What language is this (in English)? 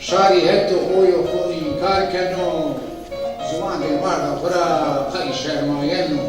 Zaza